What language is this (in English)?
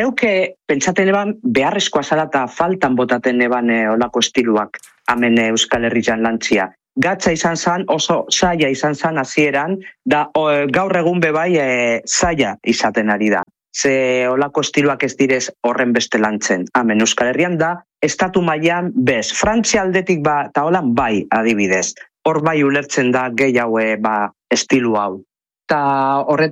Basque